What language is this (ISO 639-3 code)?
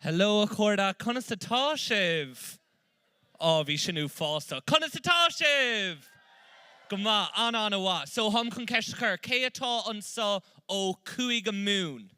gle